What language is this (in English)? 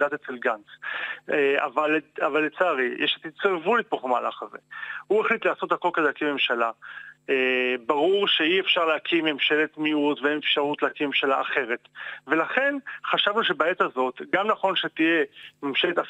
Hebrew